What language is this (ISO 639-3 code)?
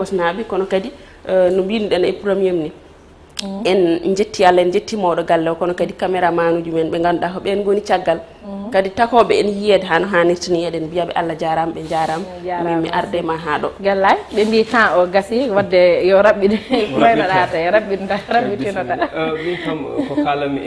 ful